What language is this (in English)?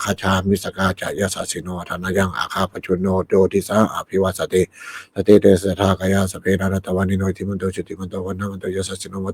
Pali